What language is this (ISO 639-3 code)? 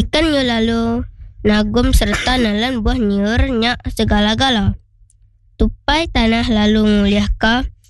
iba